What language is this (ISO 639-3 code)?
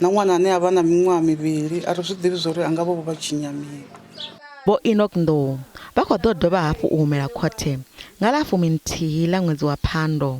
ven